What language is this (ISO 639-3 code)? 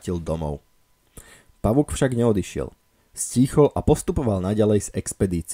slk